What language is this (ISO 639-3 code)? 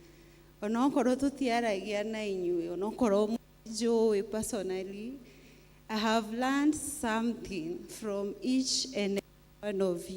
kik